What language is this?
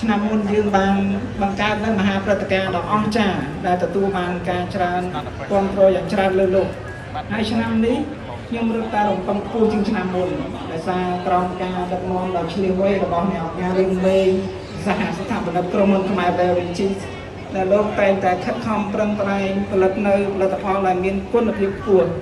Khmer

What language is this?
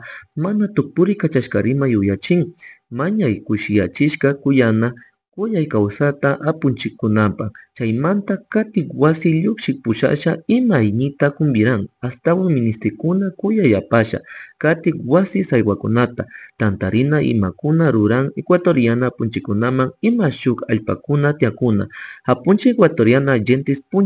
Chimborazo Highland Quichua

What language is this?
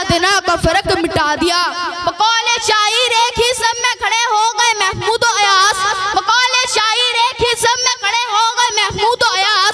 Hindi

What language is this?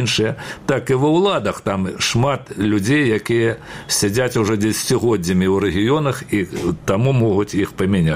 Belarusian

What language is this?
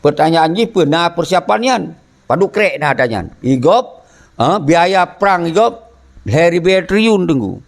Achinese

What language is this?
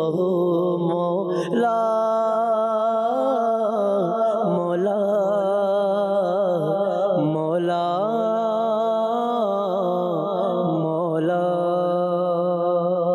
Bangla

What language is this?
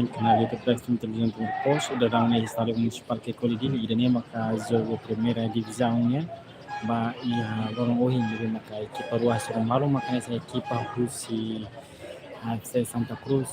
Tetum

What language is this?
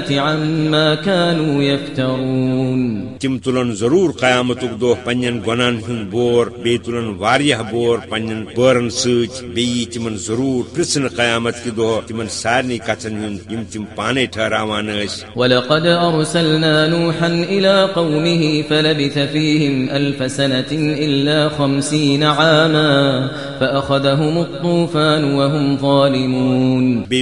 Kashmiri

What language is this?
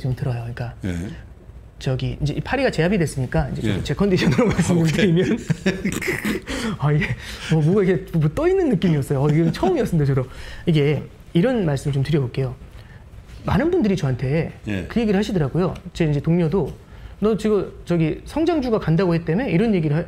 Korean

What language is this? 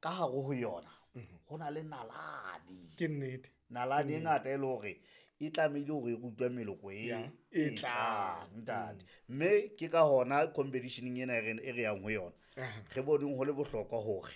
Southern Sotho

